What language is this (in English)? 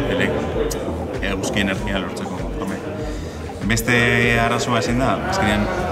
Basque